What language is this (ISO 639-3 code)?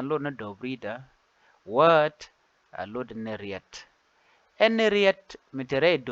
nus